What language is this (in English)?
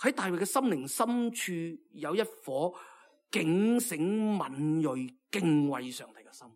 Cantonese